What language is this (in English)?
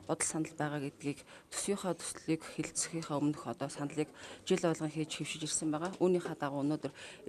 Mongolian